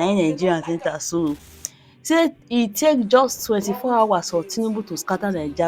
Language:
Nigerian Pidgin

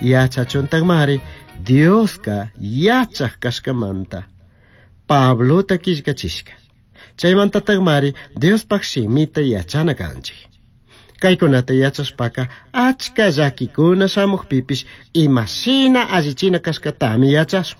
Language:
Chimborazo Highland Quichua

